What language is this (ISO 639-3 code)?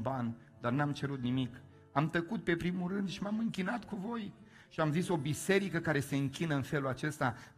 ron